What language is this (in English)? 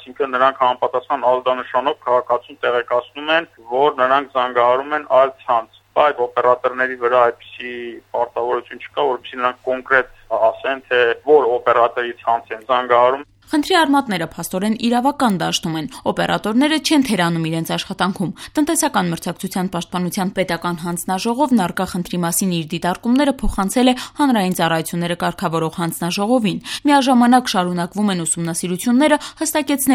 Armenian